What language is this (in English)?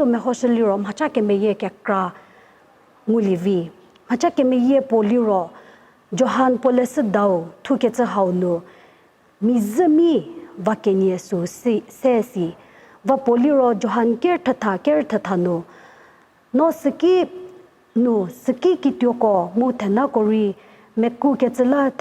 Angami Naga